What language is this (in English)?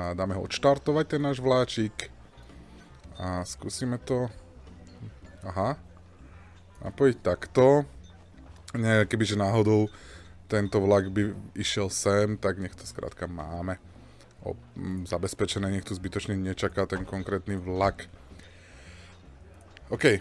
Slovak